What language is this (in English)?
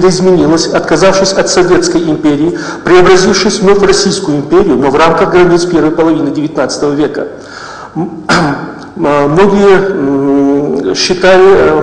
Russian